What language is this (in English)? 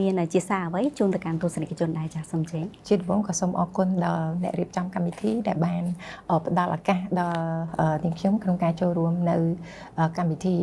Khmer